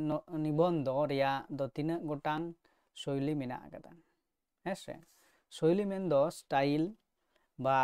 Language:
Santali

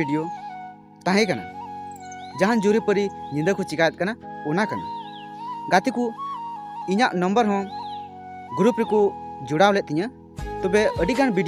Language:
Santali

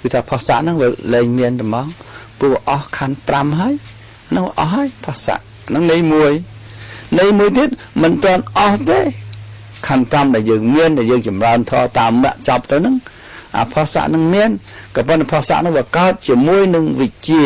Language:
Khmer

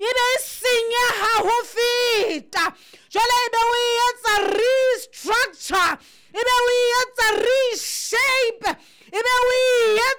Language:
Southern Sotho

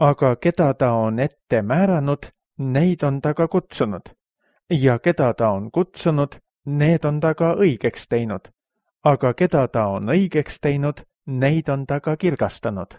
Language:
Estonian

